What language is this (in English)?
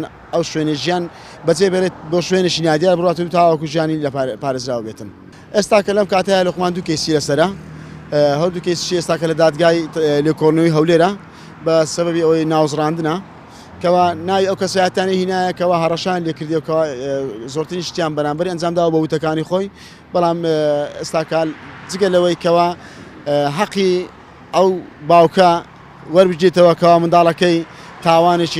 Central Kurdish